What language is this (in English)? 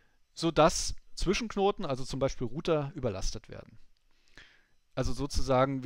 German